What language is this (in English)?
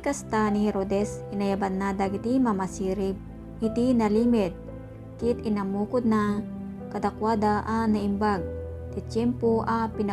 Iloko